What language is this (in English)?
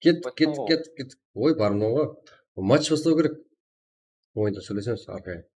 Kara-Kalpak